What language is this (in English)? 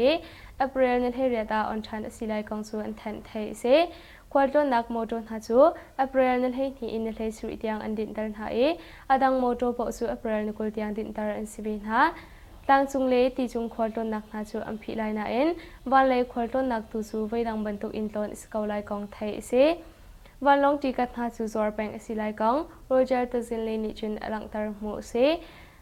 Hakha Chin